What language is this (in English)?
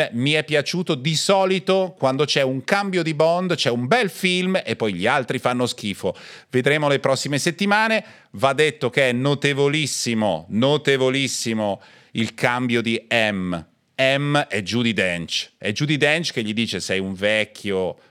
Italian